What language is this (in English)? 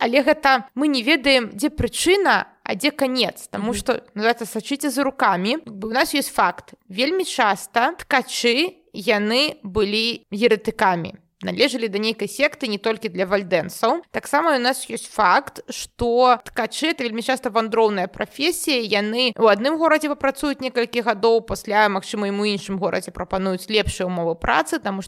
Belarusian